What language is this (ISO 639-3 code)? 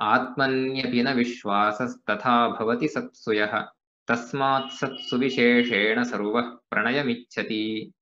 san